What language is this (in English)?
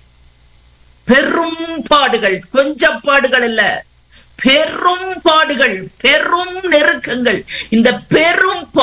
Tamil